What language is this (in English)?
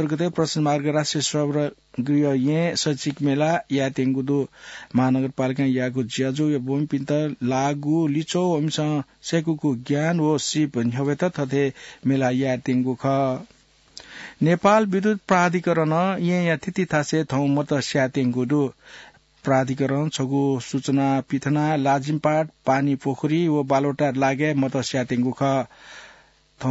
Newari